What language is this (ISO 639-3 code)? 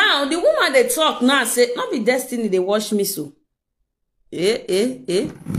pcm